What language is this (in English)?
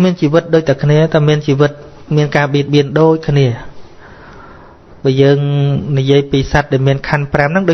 Khmer